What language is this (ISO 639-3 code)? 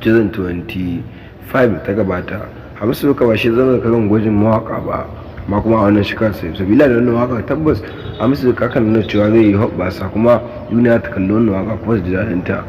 hau